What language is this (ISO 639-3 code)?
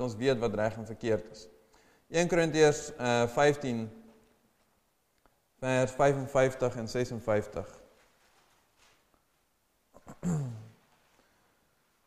afr